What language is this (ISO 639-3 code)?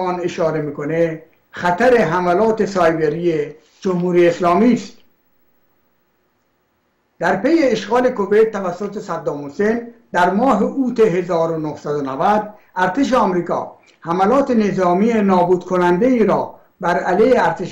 fas